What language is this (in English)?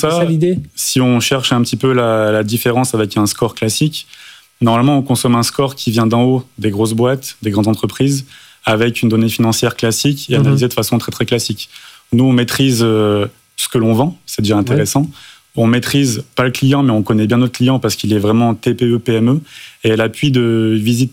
French